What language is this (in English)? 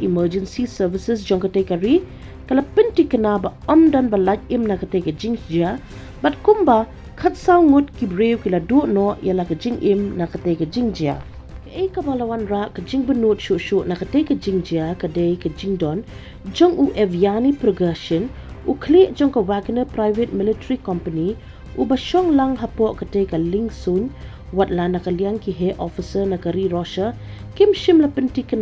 Khasi